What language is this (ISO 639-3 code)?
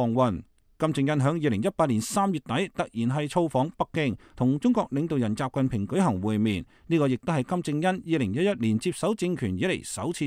yue